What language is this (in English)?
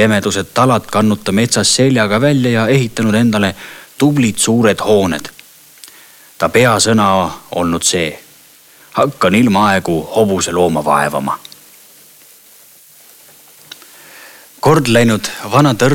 Estonian